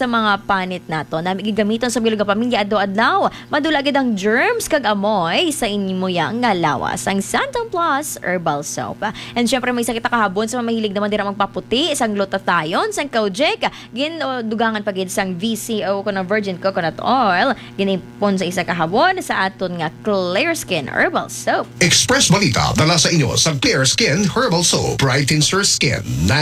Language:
Hiligaynon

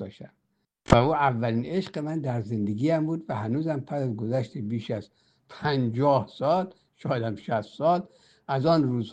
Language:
Persian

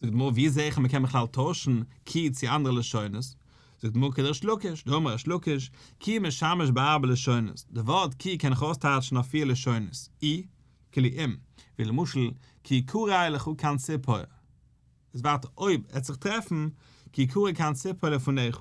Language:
Yiddish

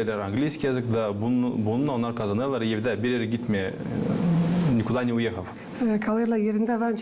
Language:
Gagauz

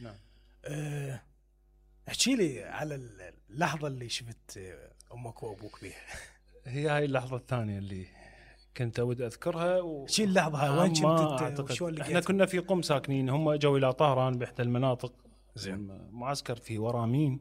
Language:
Mesopotamian Arabic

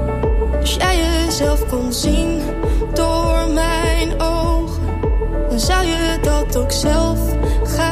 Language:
Dutch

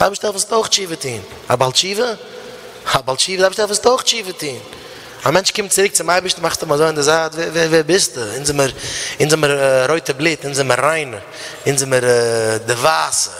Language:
Yiddish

